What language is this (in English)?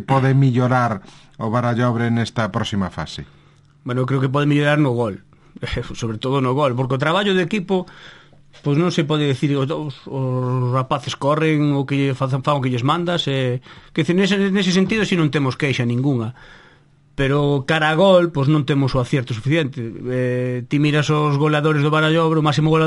Galician